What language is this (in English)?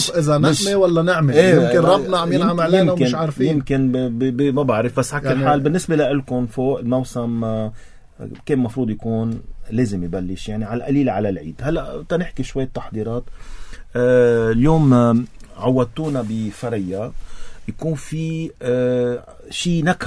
North Levantine Arabic